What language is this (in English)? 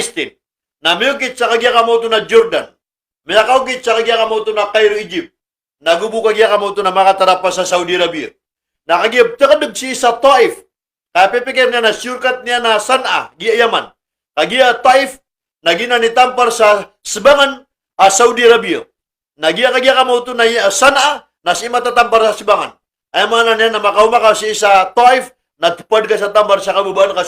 Maranao